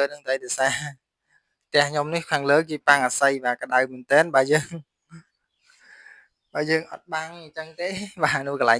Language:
Khmer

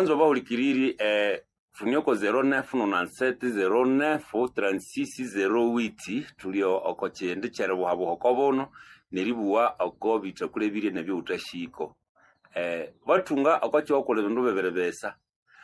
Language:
Nande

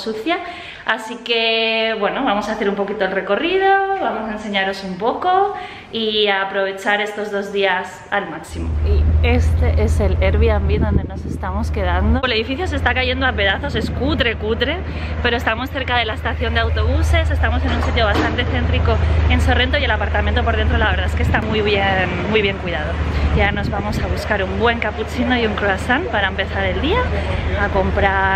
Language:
Spanish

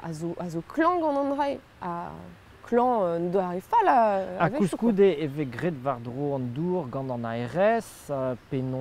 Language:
Breton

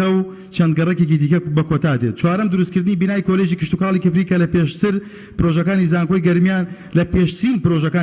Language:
Central Kurdish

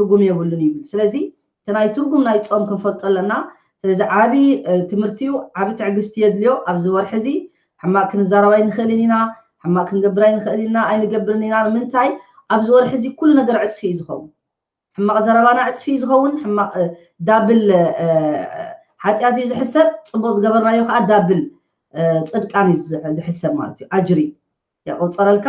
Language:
Tigrinya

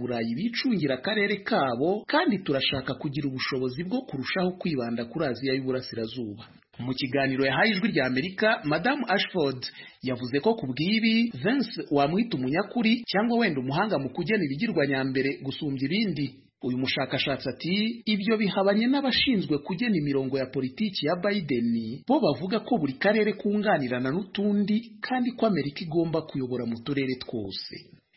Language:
Kinyarwanda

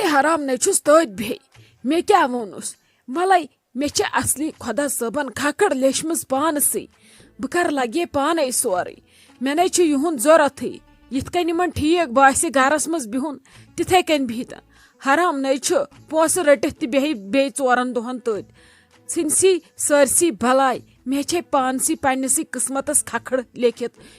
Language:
Kashmiri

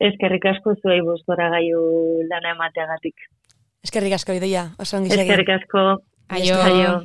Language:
Basque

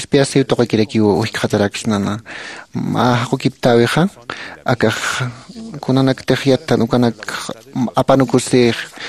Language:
Aymara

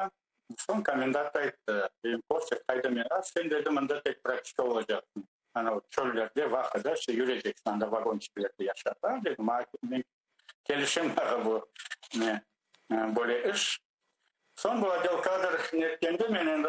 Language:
Crimean Tatar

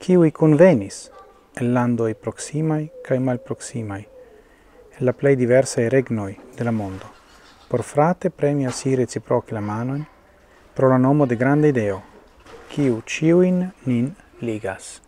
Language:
Esperanto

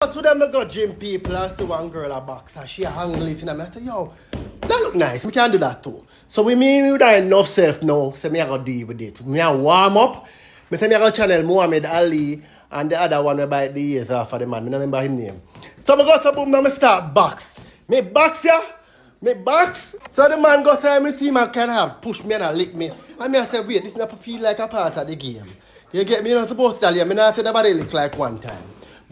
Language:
Jamaican Creole English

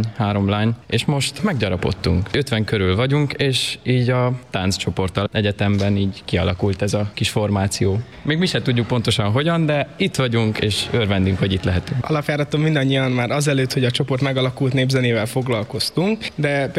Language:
Hungarian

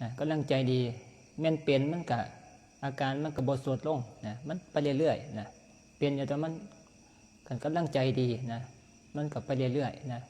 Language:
Northeastern Thai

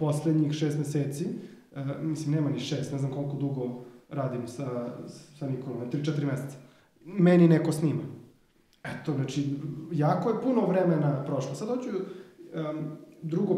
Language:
Serbian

